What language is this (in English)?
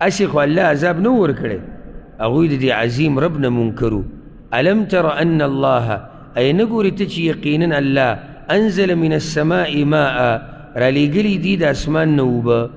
Pashto